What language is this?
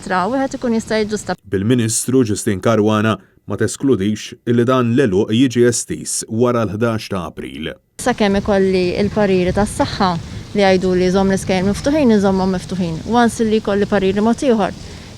Maltese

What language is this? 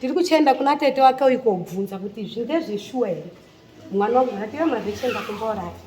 Shona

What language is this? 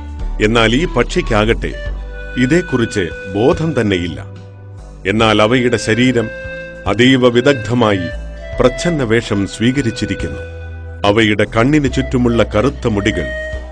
Malayalam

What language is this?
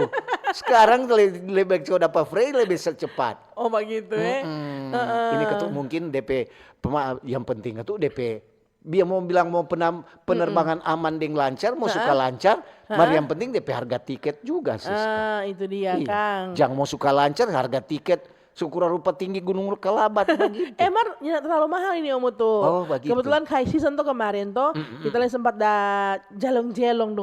Manado Malay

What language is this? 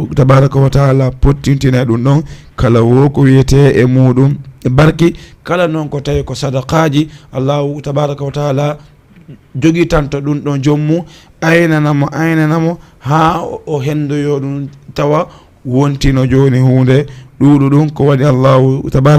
Fula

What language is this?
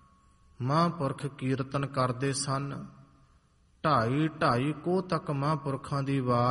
Punjabi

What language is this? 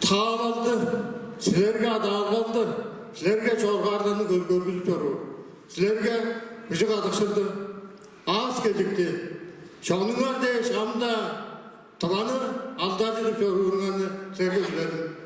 Tuvinian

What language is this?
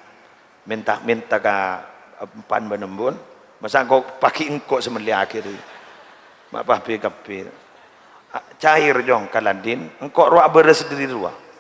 Madurese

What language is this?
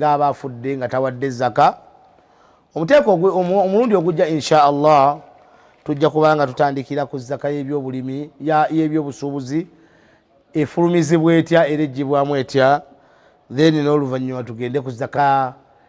Ganda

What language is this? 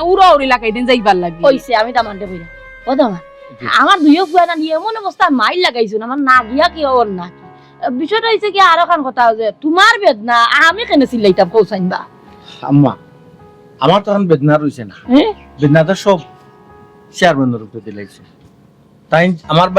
Sylheti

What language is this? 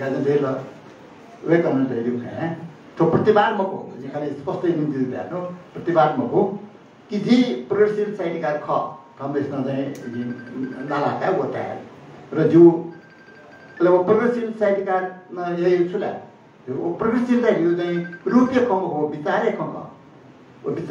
Newari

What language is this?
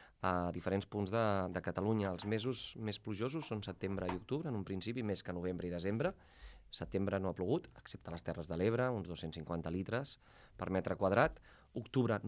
Catalan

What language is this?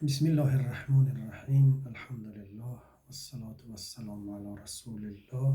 Tajik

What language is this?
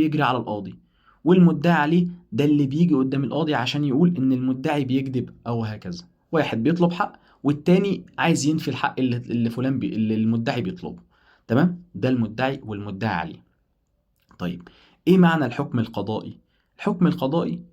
Egyptian Arabic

